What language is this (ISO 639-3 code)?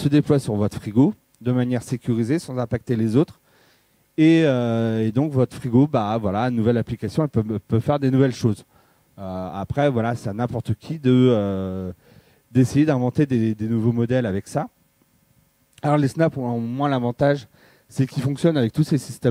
fra